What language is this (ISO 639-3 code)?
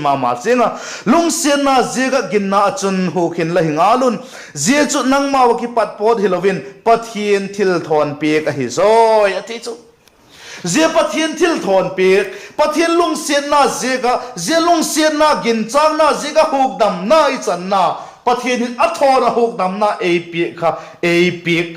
vap